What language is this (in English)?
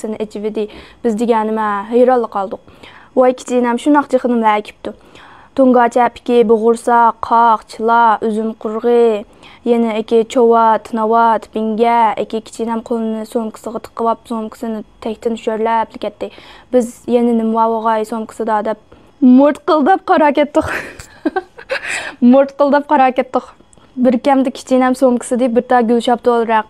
Uyghur